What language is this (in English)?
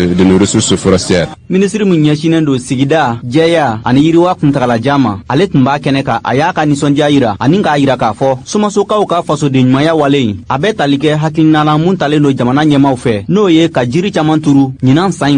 Bambara